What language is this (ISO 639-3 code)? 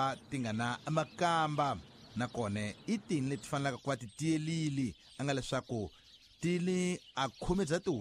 tso